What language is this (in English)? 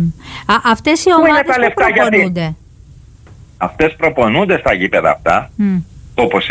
Greek